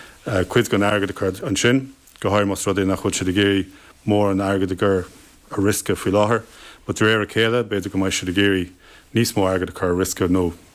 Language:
Irish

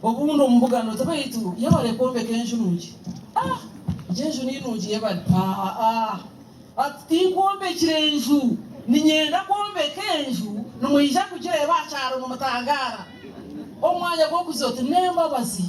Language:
Nyankole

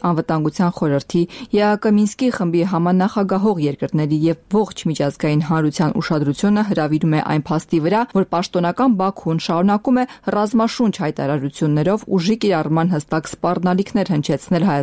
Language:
Armenian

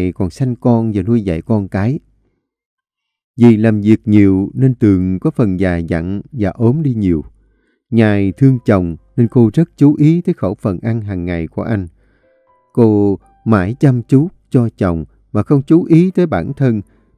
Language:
Vietnamese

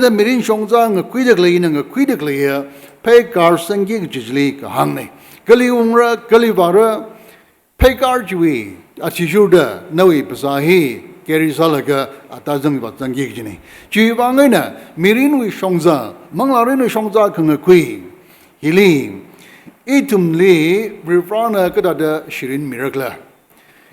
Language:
Tangkhul Naga (India)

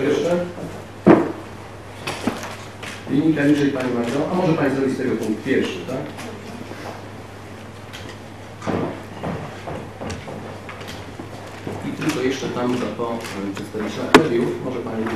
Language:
Polish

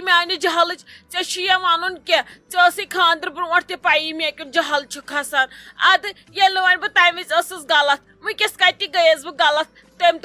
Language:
Kashmiri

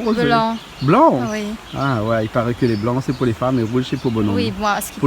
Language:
Réunion Creole French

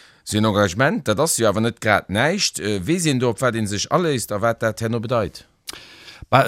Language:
Luxembourgish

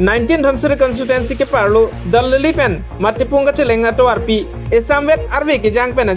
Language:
Karbi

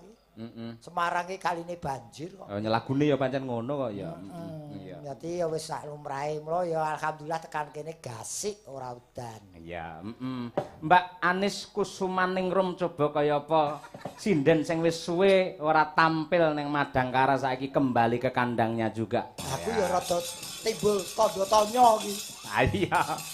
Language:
Javanese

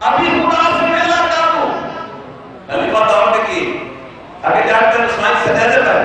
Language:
Saraiki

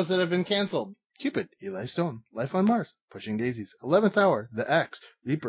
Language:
English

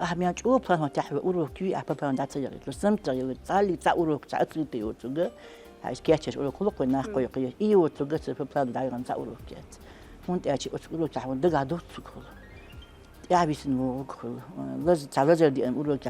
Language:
Chechen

